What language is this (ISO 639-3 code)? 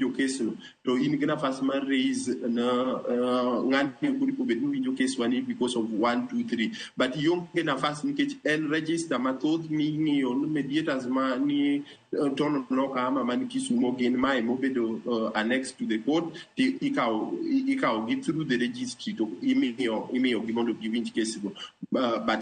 luo